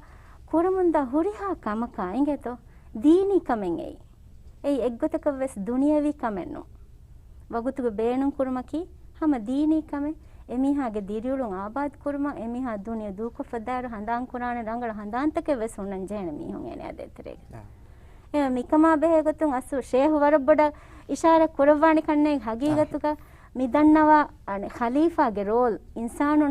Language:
Divehi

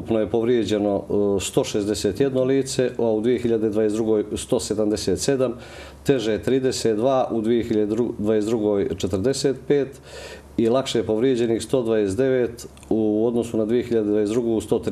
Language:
Bosnian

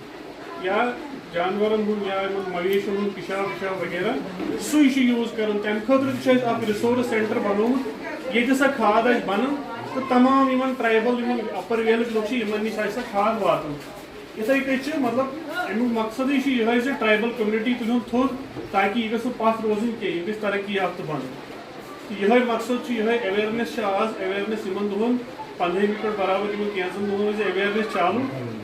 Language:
Kashmiri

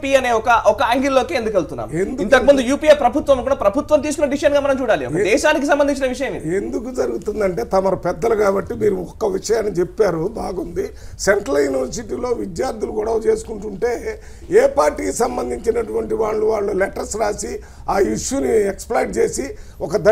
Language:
Telugu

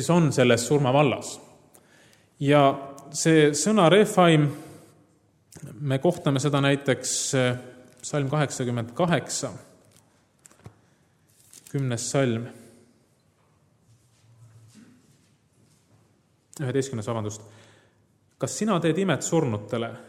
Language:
Estonian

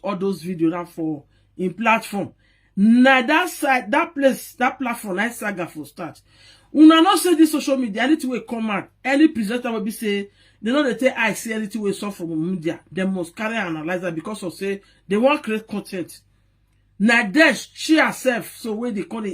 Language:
Nigerian Pidgin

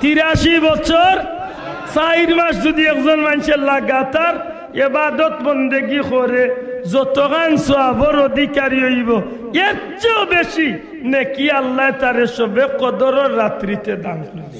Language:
Sylheti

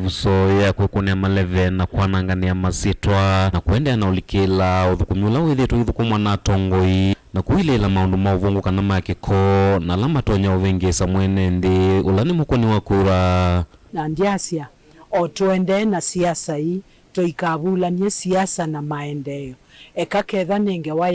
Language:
Kamba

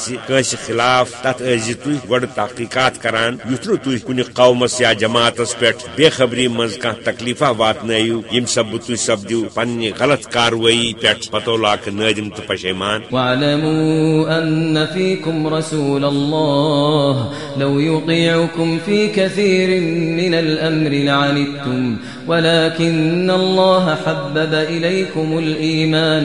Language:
Kashmiri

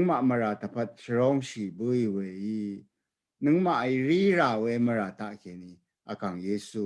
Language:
Rawang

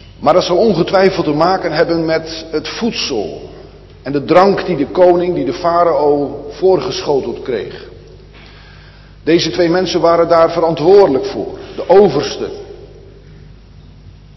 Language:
Dutch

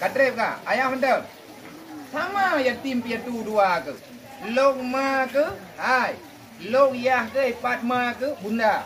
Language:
Achinese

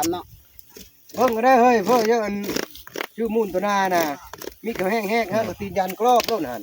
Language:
Northeastern Thai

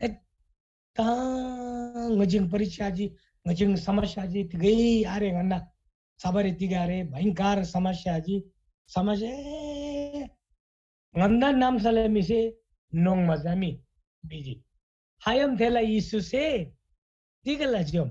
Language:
Eastern Tamang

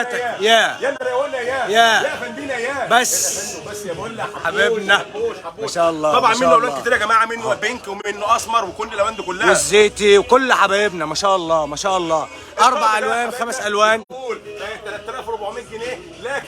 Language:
Egyptian Arabic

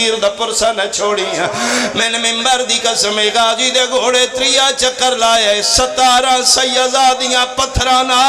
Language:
Pahari-Potwari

